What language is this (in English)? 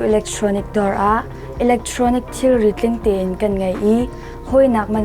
Hakha Chin